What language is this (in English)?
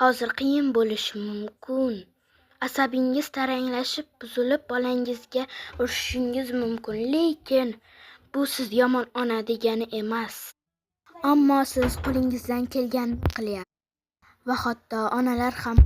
Uzbek